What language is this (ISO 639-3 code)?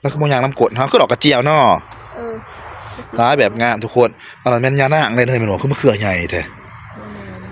tts